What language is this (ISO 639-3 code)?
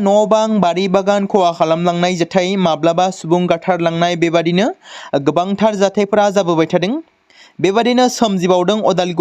brx